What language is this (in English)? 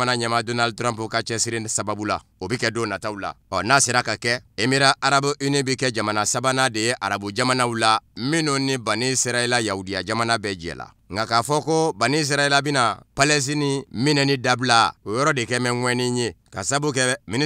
Bambara